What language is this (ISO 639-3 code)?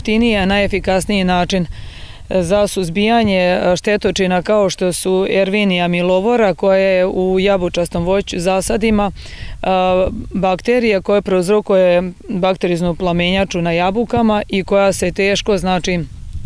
srp